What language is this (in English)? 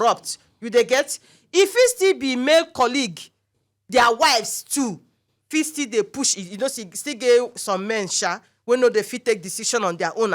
Nigerian Pidgin